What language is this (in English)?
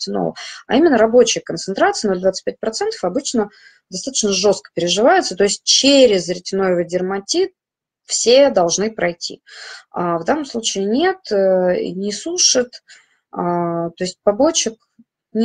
Russian